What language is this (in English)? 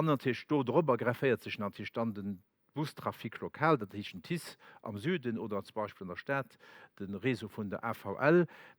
Luxembourgish